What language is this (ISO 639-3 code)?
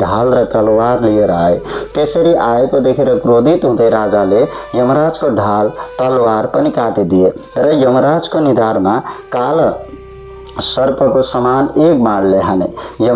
nep